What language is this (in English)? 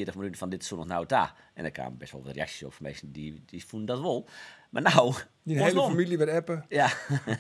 Western Frisian